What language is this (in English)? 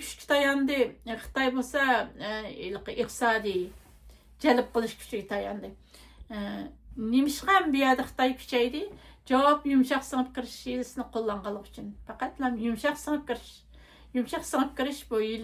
Uyghur